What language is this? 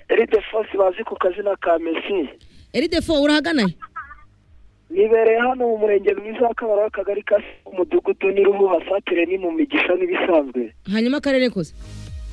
Kinyarwanda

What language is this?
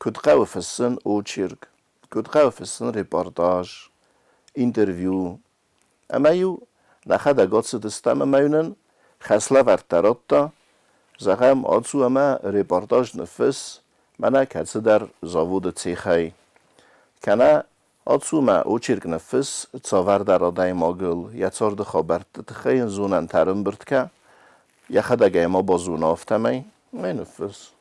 Ossetic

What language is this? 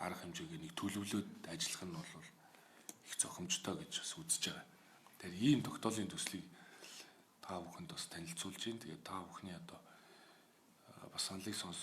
Mongolian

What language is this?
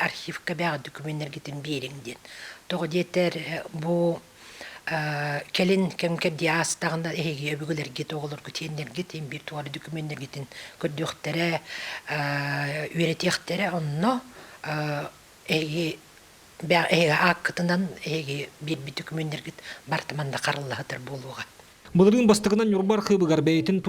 Yakut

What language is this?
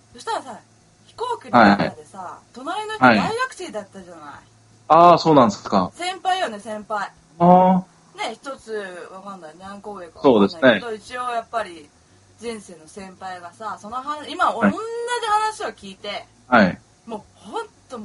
Japanese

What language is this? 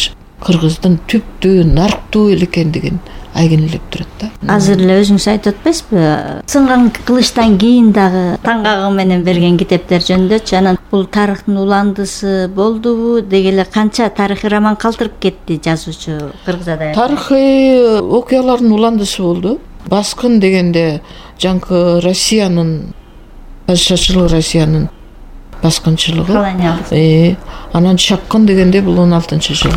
Kyrgyz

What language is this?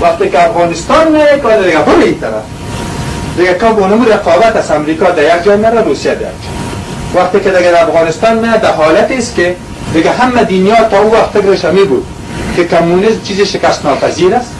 Persian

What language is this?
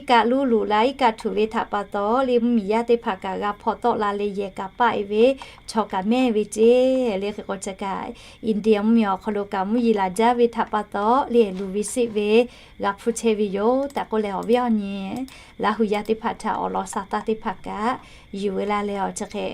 Lahu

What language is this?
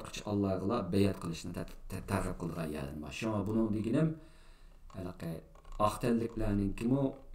Uyghur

